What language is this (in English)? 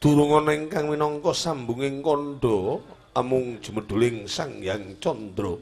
Javanese